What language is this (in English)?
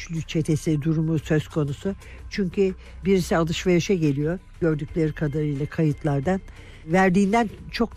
Turkish